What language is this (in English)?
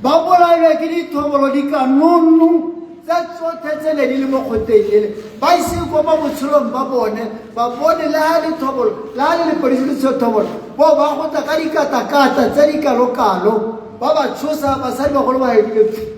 Tswana